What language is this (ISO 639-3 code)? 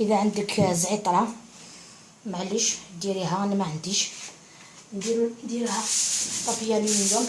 arq